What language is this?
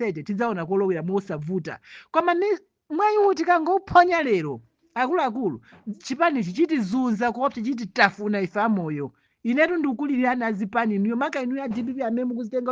Nyanja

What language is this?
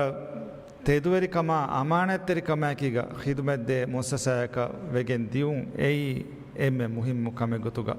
Divehi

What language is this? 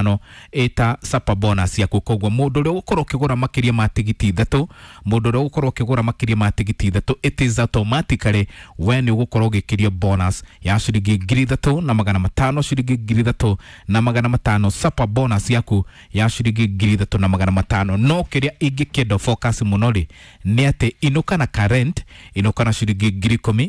Kikuyu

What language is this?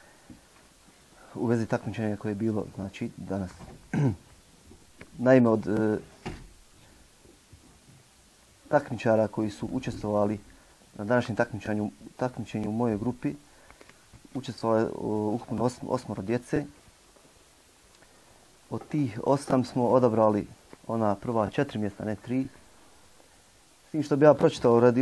Bosnian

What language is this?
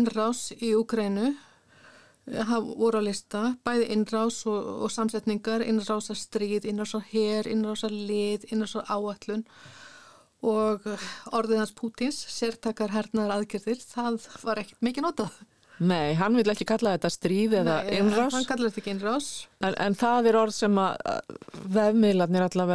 Icelandic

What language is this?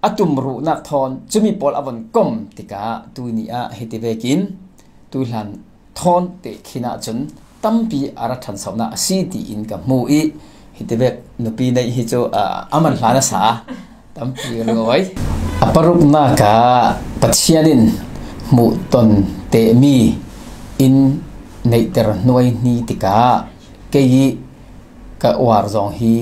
Falam Chin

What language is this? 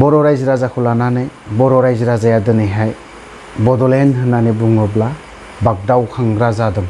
Bodo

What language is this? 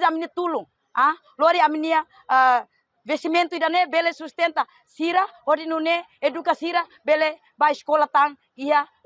Tetum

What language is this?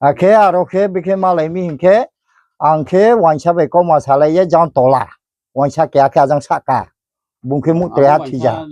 Riang (India)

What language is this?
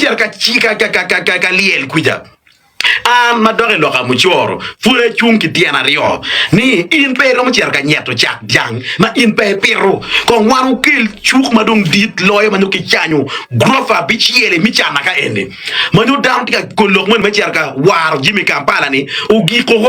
Acoli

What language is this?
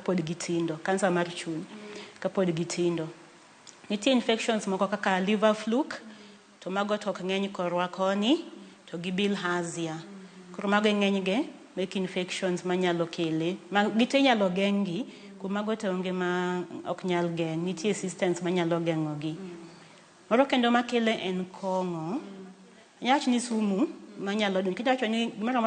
Luo (Kenya and Tanzania)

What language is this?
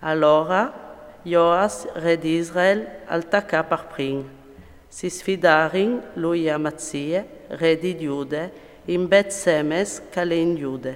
Friulian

